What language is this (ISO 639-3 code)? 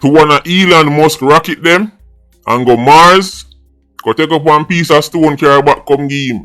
jam